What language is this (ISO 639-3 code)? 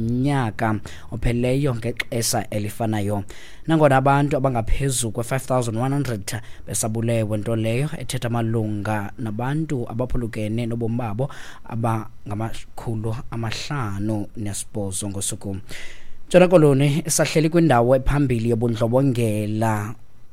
xho